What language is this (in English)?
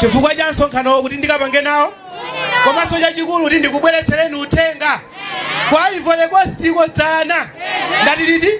Nyanja